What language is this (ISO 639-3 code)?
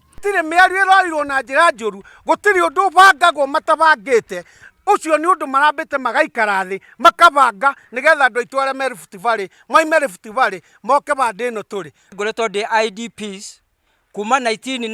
kik